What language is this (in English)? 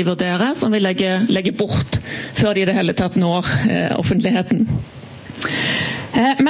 Norwegian